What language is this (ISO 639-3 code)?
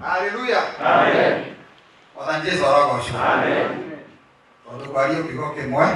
kik